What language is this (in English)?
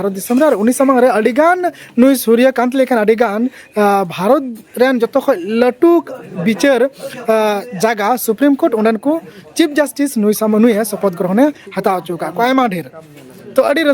Santali